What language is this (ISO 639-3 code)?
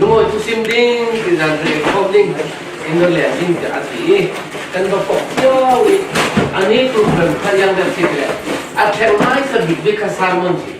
cfm